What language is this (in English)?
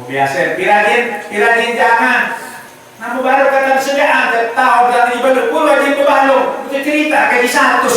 Sasak